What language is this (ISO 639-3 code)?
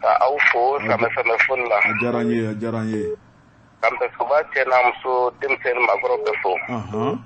bam